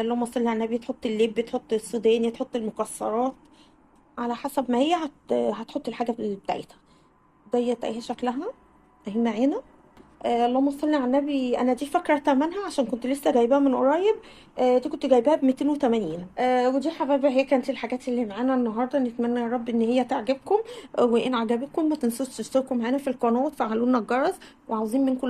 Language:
Egyptian Arabic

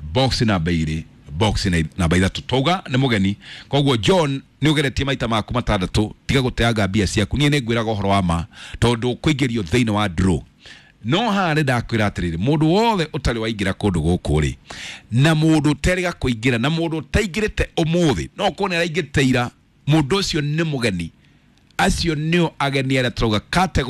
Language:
Kikuyu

